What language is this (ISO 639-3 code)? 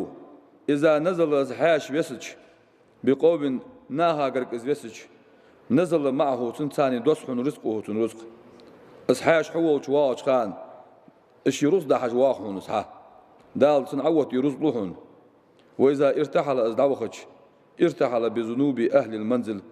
inh